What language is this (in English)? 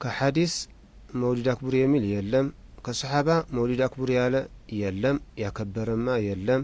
Amharic